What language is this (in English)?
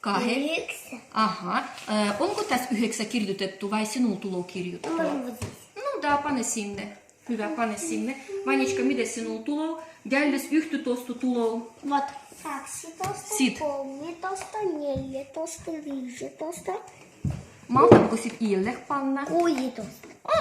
Livvi